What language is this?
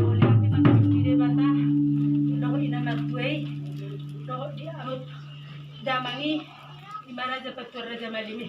Batak Toba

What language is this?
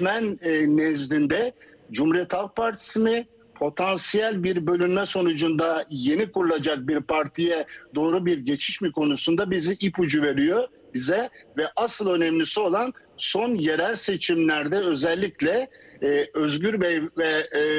Turkish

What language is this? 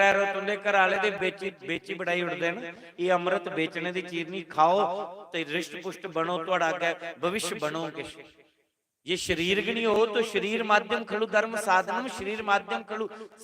Dogri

